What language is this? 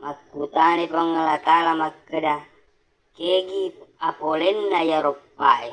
Buginese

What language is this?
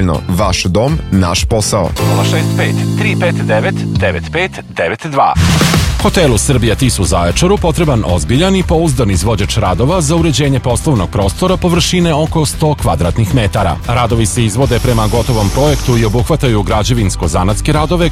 Serbian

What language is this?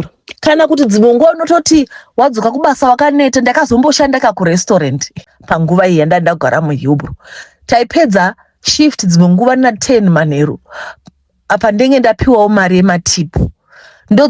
Shona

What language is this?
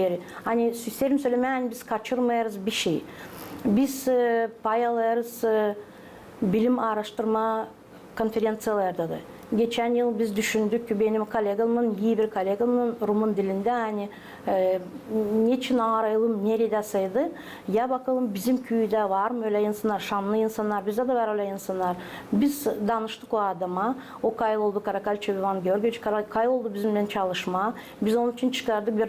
Gagauz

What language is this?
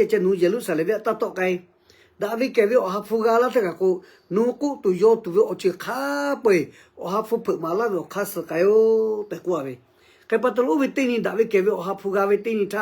Lahu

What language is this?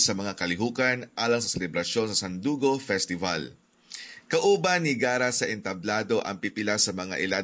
Cebuano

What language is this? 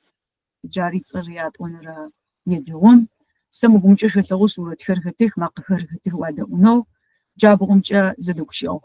Adyghe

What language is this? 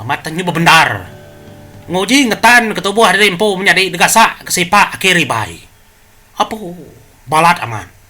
Iban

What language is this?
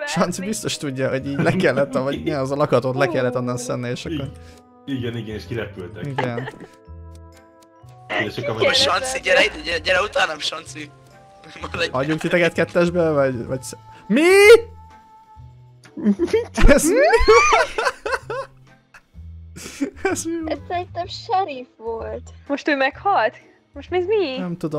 Hungarian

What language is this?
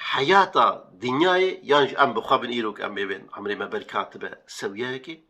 Kurdish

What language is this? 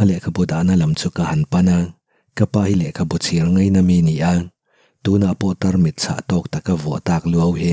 Mizo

